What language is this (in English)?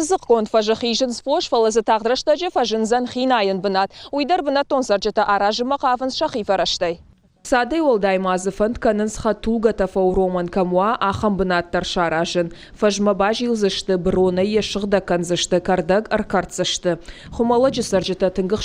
Ossetic